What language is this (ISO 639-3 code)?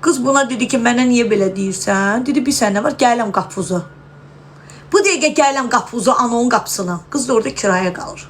aze